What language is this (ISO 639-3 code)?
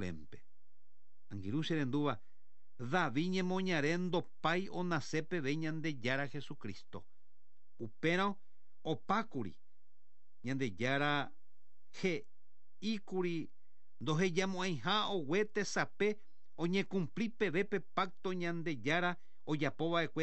grn